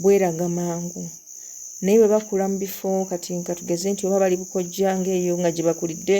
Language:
Ganda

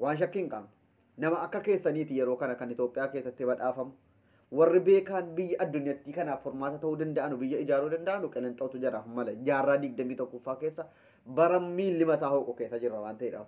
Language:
Oromo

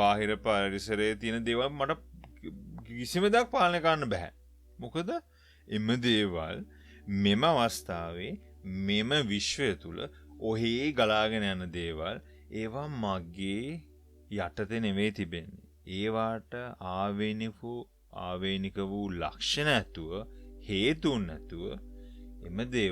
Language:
Sinhala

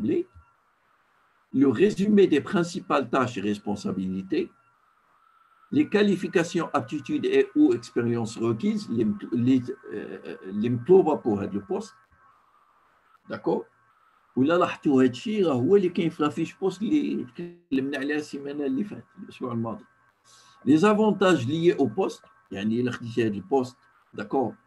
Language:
Moroccan Arabic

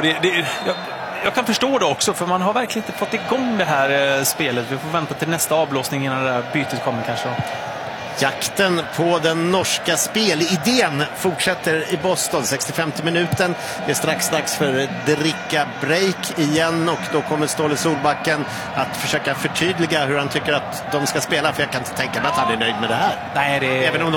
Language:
Swedish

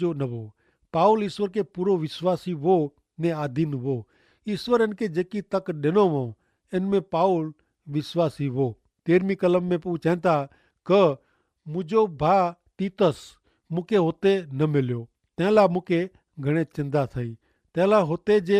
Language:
Kachhi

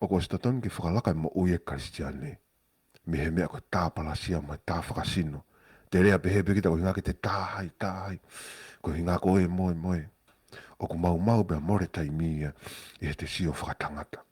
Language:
Tongan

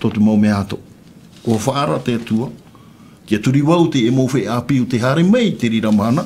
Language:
Tahitian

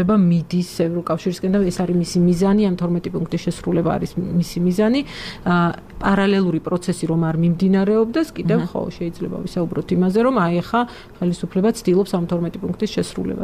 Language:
Georgian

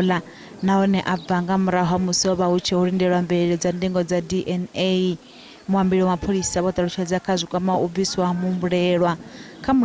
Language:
Venda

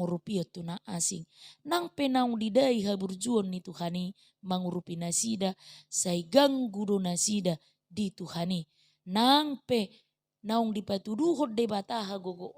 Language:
Batak Toba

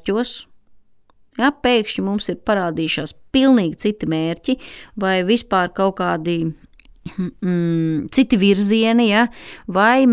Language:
Latvian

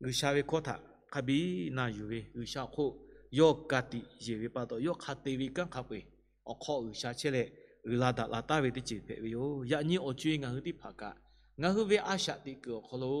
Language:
Lahu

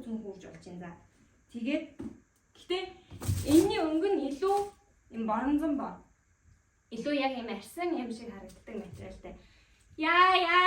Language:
Mongolian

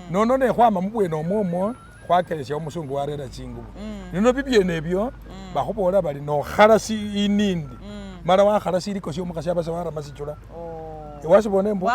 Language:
Masaaba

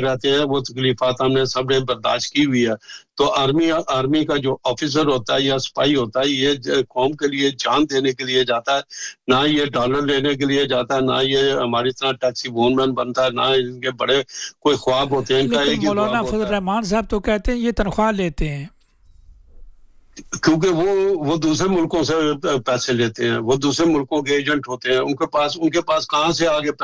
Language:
Urdu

